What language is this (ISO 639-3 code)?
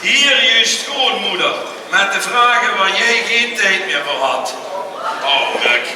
lim